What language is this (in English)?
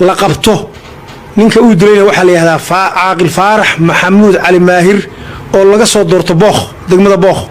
Somali